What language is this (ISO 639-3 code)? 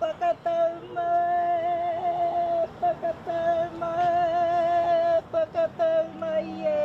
mri